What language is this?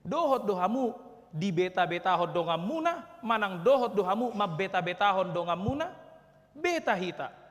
Batak Toba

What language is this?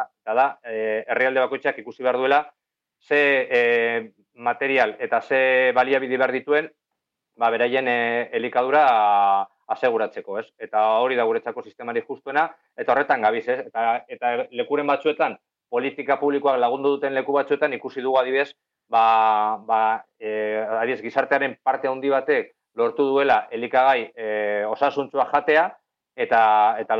Basque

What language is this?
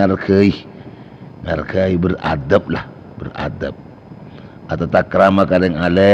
Madurese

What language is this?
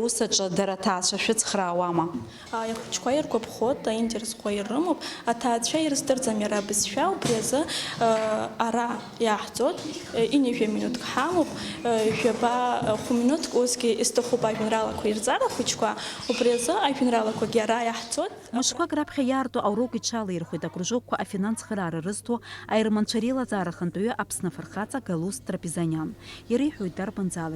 Abkhazian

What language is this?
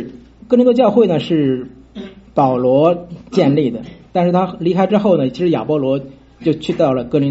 Chinese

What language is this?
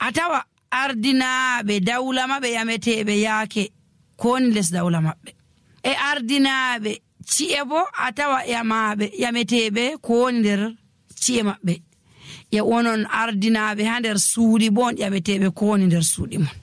Nigerian Fulfulde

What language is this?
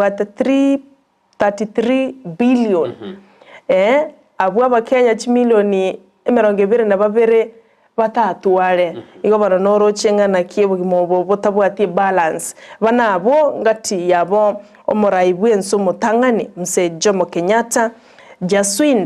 Gusii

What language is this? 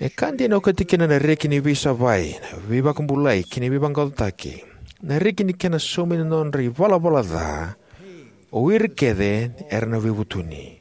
Fijian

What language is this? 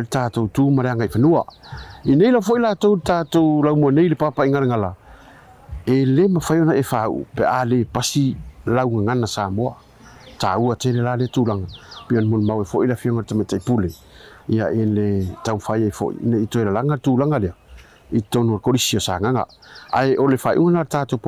Samoan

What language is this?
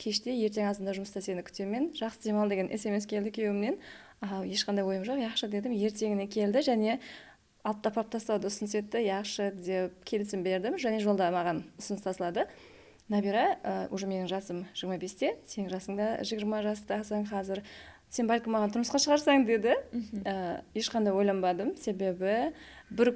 Kara-Kalpak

